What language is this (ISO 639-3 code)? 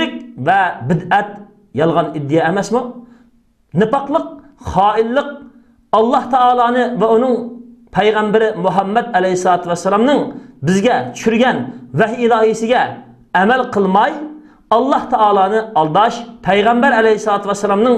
uig